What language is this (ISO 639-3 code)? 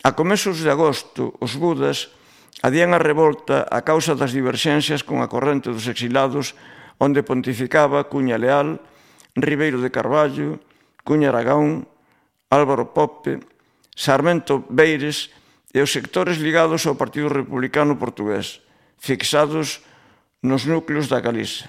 glg